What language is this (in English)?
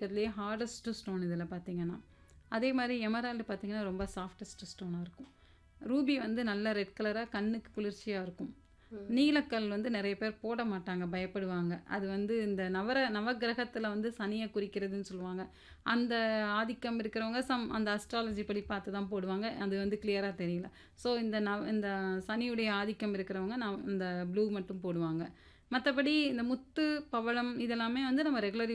Tamil